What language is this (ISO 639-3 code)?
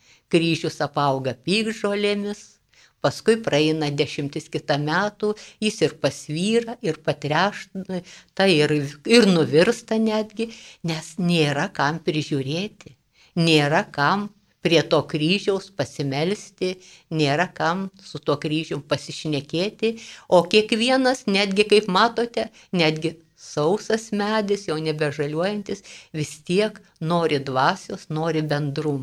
lit